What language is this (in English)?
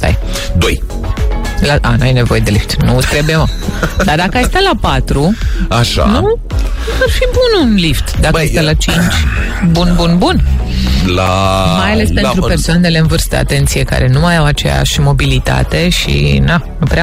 Romanian